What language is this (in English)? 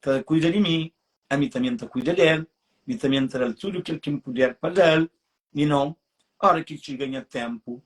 Kabuverdianu